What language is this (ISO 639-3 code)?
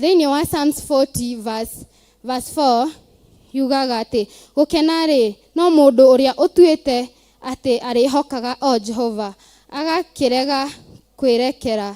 kik